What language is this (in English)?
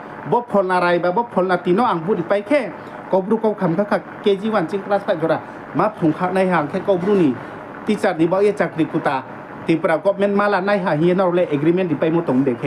Riang (India)